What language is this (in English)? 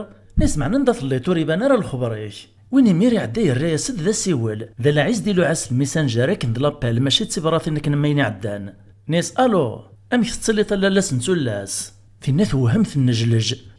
Kabyle